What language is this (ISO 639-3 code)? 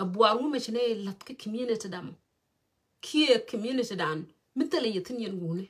nus